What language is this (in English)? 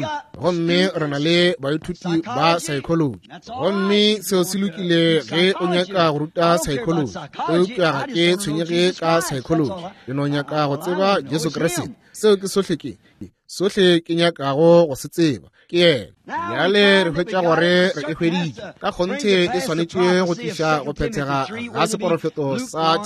Northern Sotho